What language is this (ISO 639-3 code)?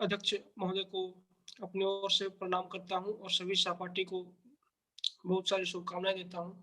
mai